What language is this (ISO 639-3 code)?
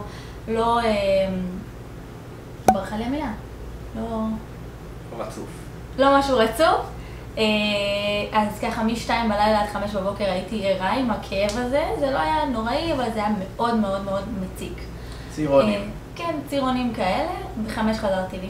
heb